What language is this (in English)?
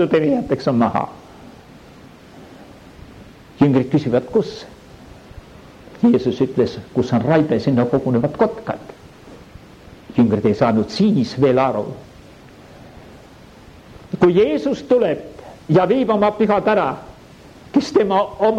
Estonian